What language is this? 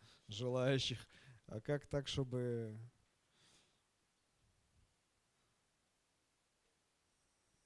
Russian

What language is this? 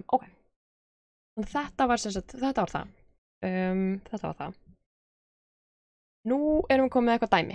Icelandic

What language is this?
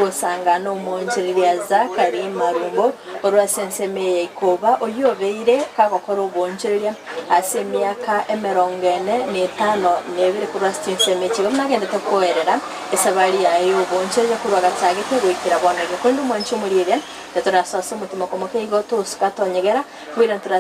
Gusii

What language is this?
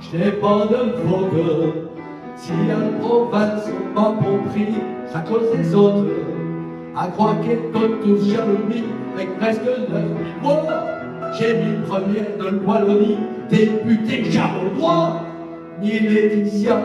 Picard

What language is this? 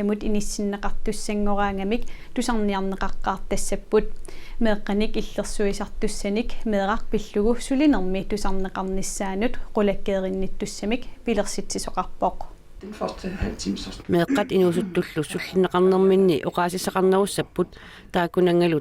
Kalaallisut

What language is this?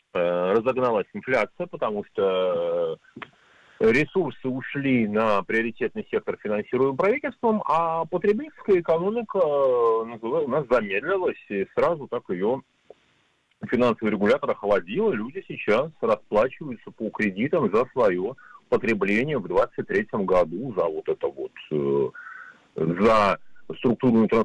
Russian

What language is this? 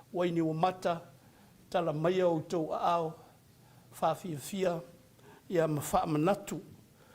Samoan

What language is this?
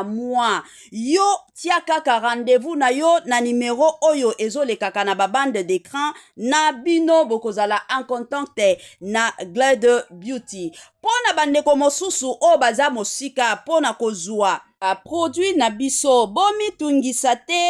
Lingala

